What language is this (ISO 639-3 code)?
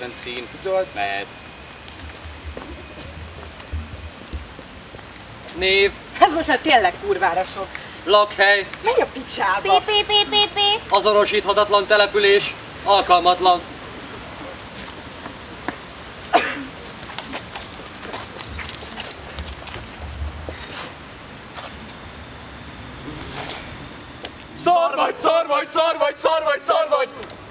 hun